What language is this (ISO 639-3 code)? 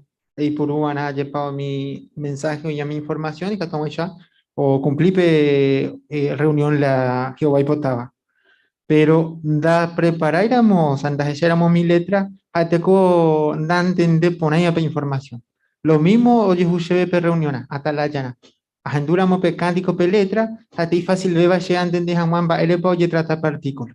grn